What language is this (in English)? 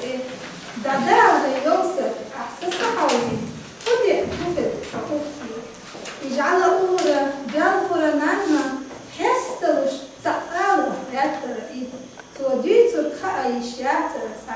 Chechen